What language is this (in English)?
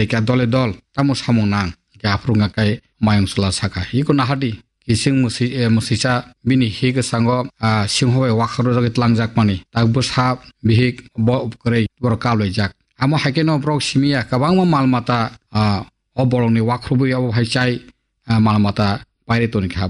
Kok Borok